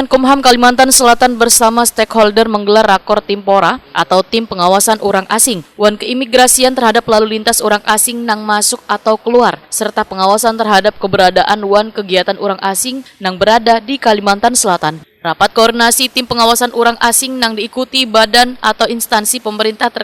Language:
Banjar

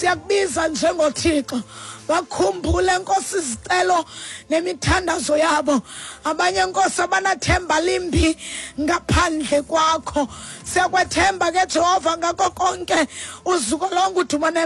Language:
Xhosa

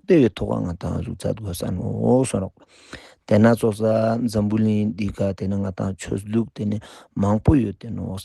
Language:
Ladakhi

